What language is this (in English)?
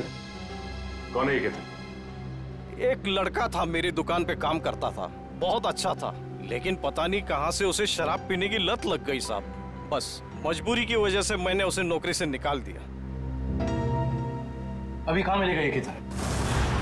Hindi